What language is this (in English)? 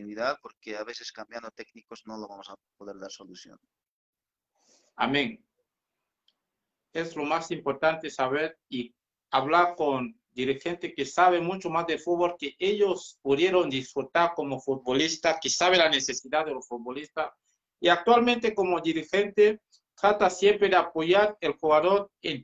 Spanish